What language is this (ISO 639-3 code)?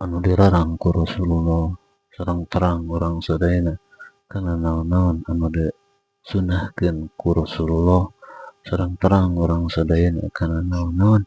sun